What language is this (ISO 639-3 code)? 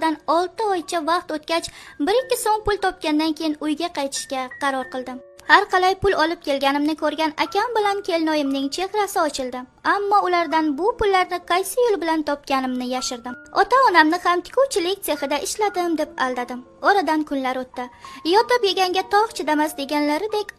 uzb